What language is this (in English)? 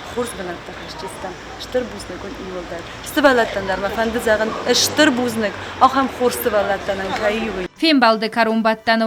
Ossetic